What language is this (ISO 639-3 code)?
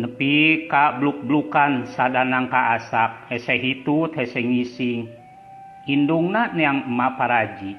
sun